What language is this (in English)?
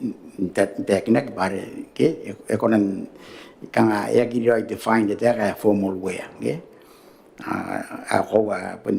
Gilbertese